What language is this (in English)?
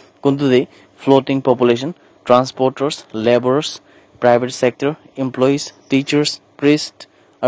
Naga Pidgin